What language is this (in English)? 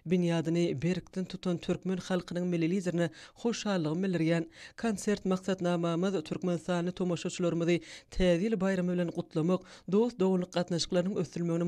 Turkmen